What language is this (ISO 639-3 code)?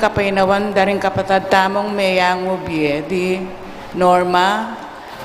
pam